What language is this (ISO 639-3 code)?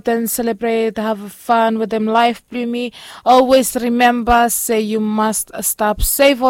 bis